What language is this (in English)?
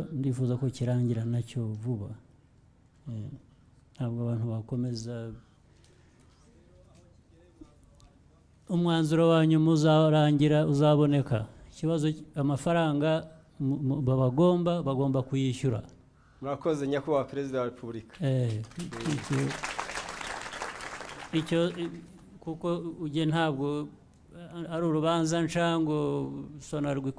Kinyarwanda